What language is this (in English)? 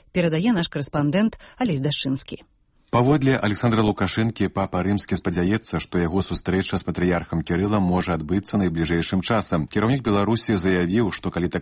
Belarusian